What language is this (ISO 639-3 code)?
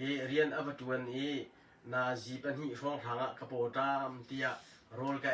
cnh